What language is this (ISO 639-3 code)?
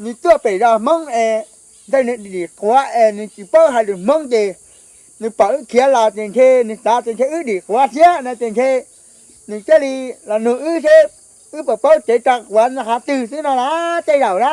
hmn